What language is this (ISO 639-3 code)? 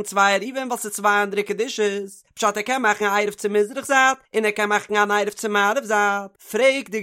yid